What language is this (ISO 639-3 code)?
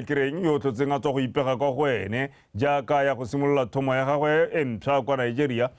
tsn